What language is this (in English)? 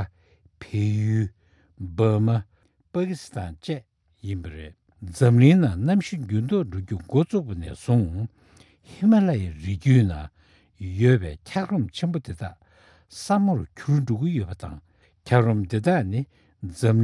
Tibetan